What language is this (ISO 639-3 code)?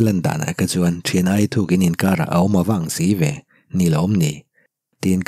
lus